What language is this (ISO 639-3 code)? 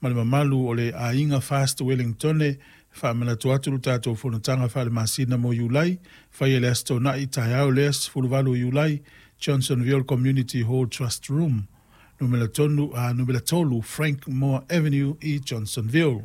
smo